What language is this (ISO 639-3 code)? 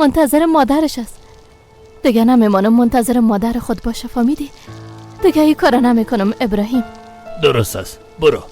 fas